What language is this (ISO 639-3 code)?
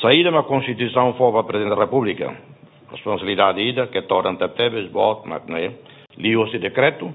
tet